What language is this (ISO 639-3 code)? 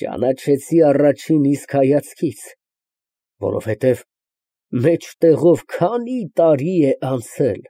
hye